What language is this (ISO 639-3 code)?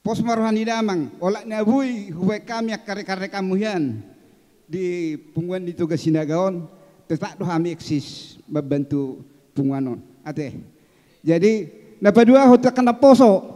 bbc